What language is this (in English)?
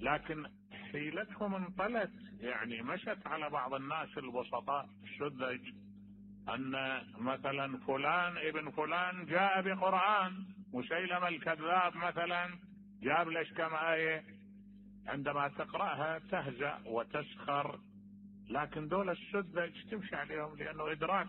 Mesopotamian Arabic